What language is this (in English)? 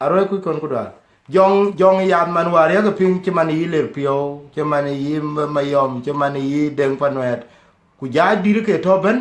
Dinka